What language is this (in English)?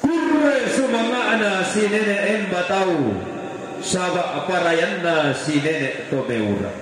Toraja-Sa'dan